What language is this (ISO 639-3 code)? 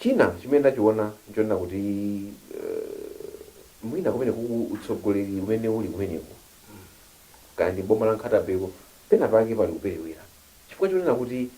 nya